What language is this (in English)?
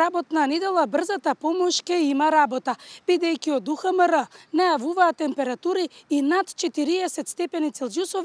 Macedonian